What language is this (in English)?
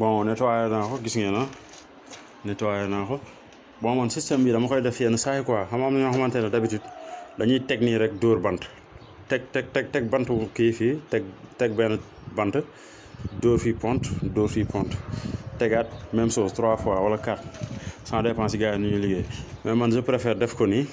Wolof